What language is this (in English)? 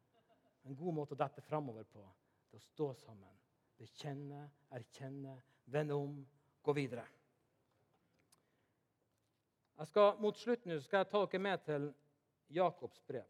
Norwegian